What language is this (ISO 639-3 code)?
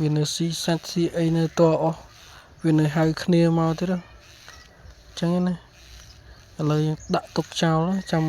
khm